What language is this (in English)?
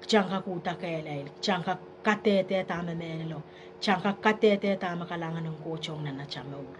Pohnpeian